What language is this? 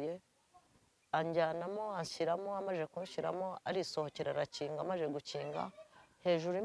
Kinyarwanda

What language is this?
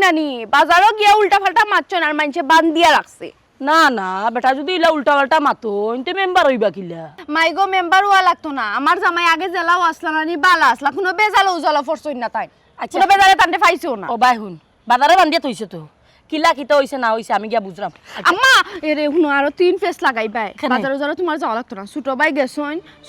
Sylheti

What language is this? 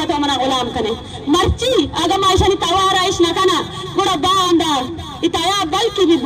Eastern Balochi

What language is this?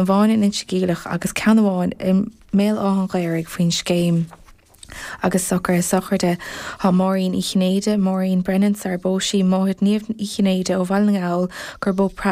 Irish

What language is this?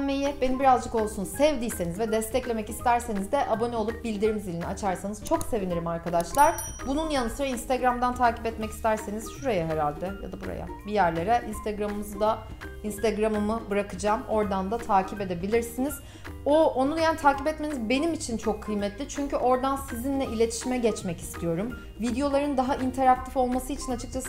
Turkish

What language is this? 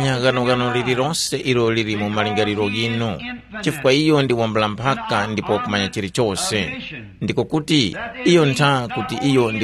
Tumbuka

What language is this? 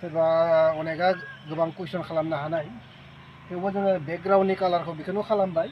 Bodo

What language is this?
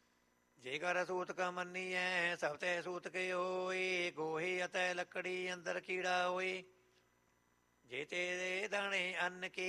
Punjabi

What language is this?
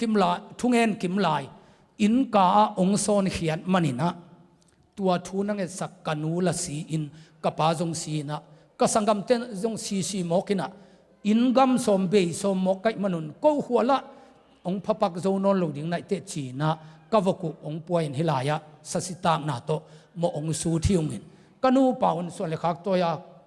Tedim Chin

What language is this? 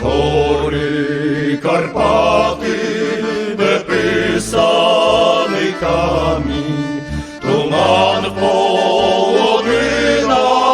Rusyn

